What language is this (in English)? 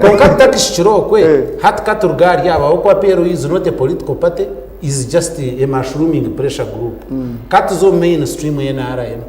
Nyankole